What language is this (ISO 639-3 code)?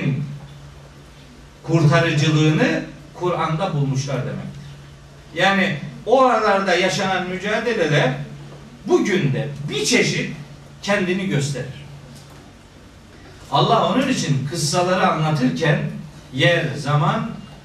tur